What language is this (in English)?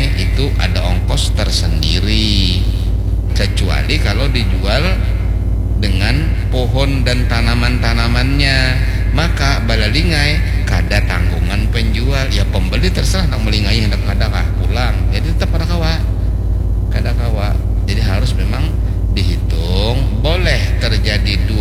Banjar